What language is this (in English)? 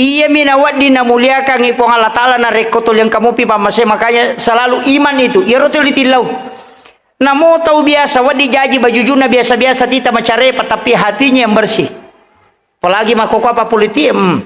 Buginese